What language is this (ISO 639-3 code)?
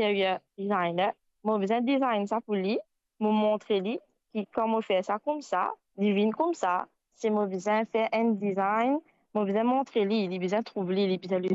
mfe